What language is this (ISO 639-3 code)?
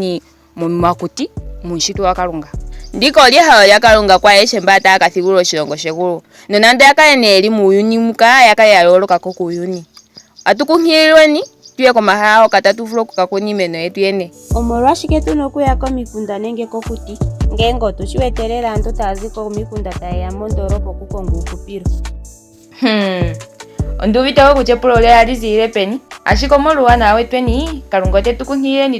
ndo